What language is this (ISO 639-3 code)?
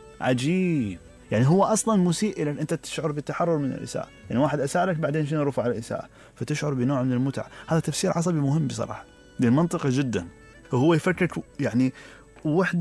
acm